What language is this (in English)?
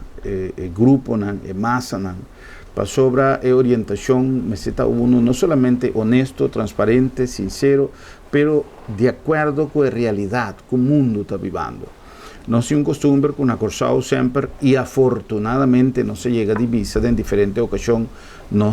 Papiamento